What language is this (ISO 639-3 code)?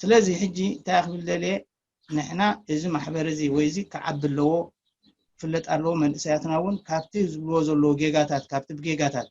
tir